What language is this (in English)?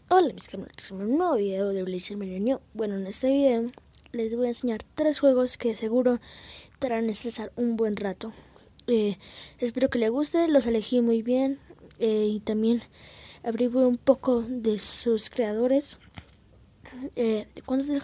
Spanish